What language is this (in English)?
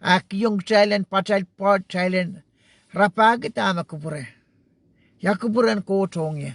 Pohnpeian